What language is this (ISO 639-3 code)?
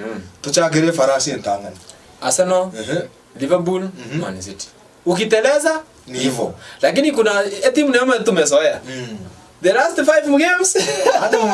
guz